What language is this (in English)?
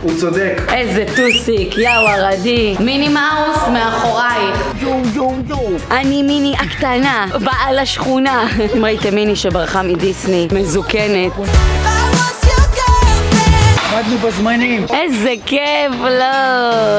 Hebrew